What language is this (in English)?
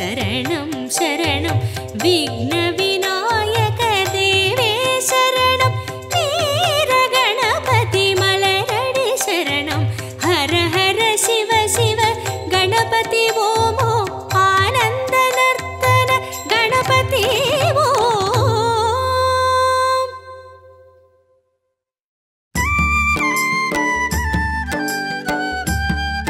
Tamil